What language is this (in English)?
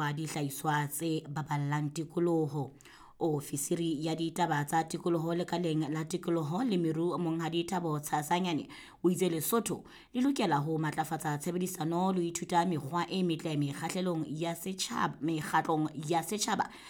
Southern Sotho